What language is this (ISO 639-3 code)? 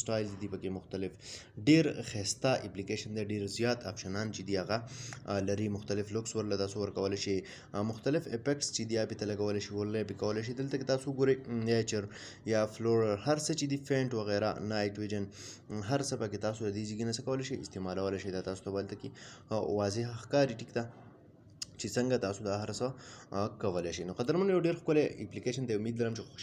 pus